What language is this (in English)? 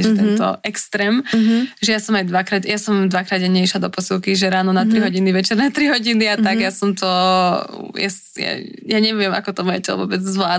Slovak